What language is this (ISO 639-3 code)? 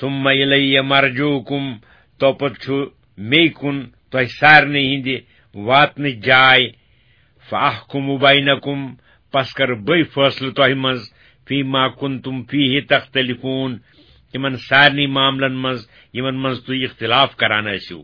kas